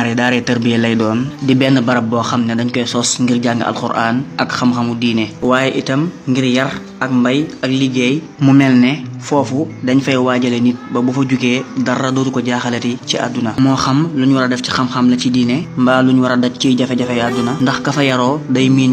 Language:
Wolof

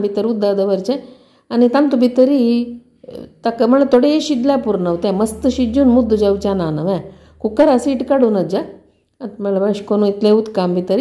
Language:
Konkani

